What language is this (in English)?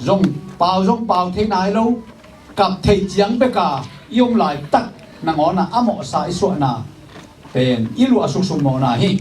Tedim Chin